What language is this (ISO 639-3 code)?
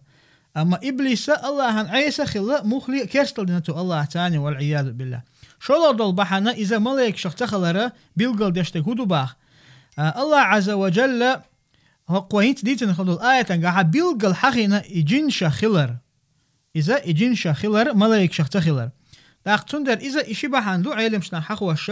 che